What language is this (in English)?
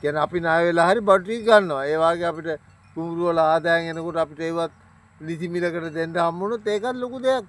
Sinhala